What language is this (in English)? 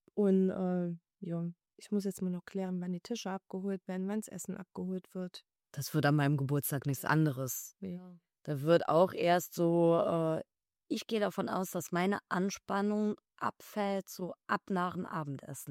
German